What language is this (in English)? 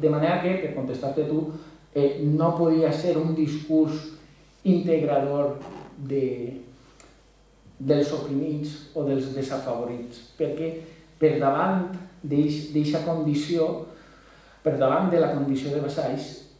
Catalan